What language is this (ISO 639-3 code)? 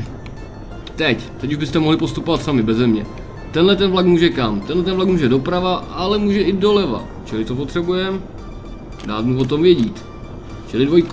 ces